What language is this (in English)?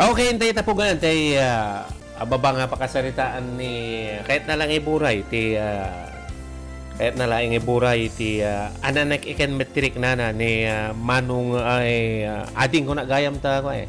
Iloko